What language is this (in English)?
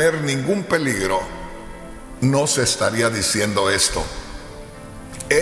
Spanish